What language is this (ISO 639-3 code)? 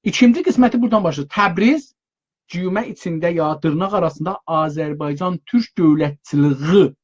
azb